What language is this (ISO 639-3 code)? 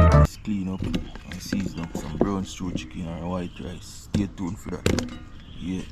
jam